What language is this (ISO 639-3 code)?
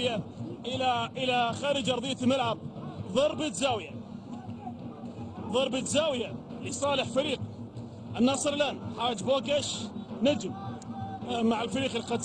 ara